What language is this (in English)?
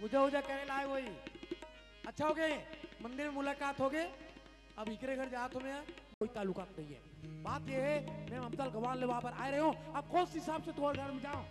Chhattisgarhi